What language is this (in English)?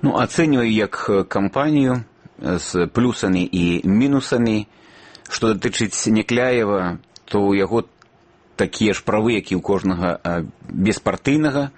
Belarusian